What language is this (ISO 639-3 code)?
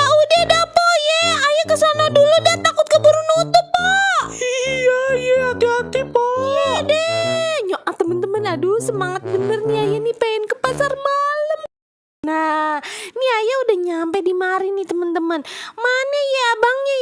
bew